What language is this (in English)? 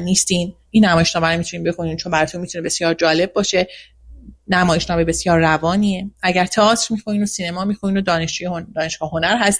Persian